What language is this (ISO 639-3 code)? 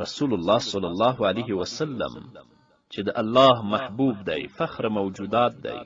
pus